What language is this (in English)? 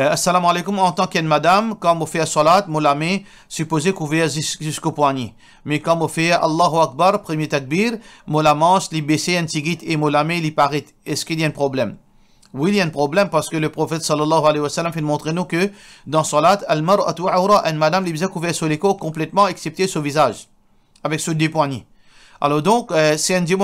Morisyen